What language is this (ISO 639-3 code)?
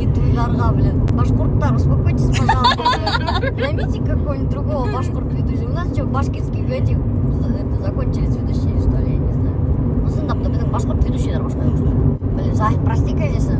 bak